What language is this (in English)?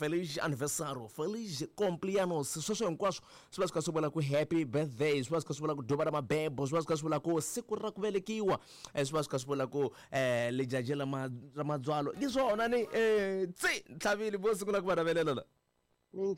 Tsonga